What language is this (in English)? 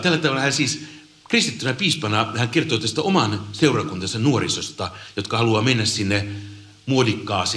Finnish